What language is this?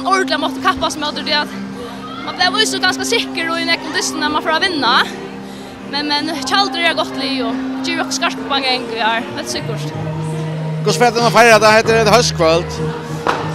Faroese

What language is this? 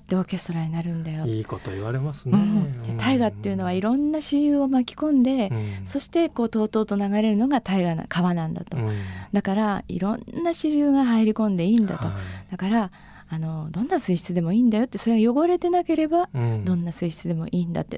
Japanese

